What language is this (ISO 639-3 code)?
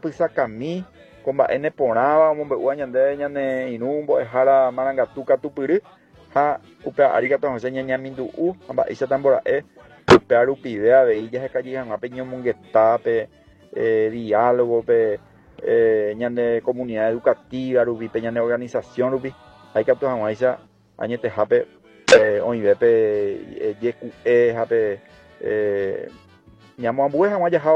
grn